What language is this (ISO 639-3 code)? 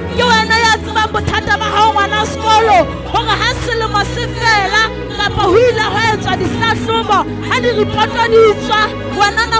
sot